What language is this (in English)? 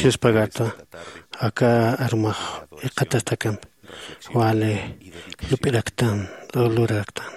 Aymara